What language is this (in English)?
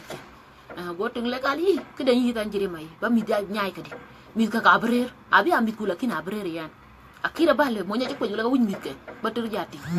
Dinka